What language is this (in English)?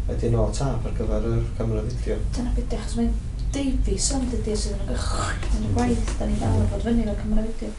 Welsh